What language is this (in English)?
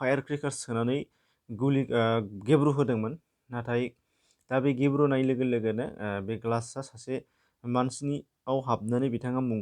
Bodo